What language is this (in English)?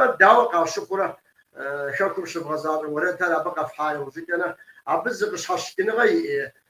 Kabardian